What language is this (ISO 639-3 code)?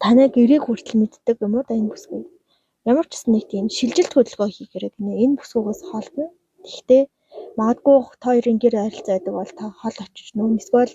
mon